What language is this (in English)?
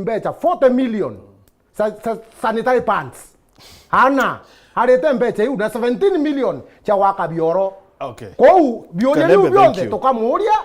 Meru